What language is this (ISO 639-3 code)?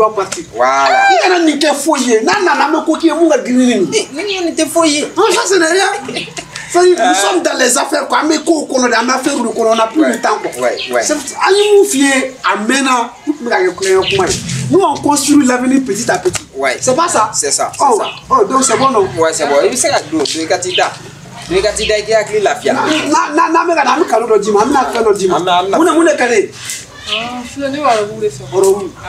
bam